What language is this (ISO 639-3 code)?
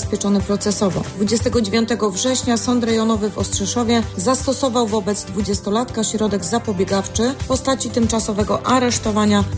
pol